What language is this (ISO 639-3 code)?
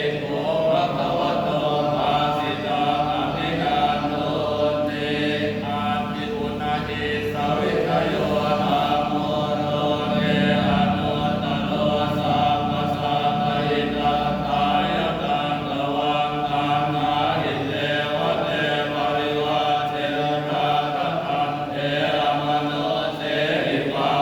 pli